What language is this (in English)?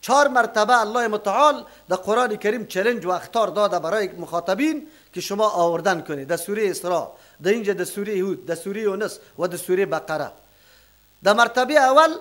Persian